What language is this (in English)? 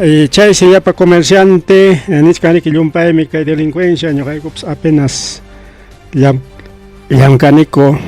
Ayacucho Quechua